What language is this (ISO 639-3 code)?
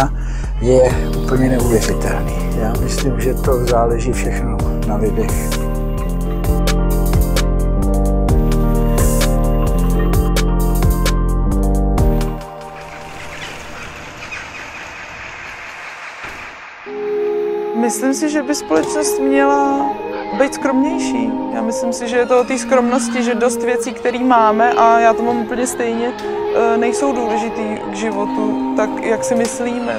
ces